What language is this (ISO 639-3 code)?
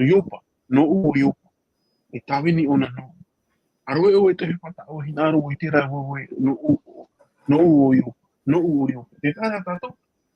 tah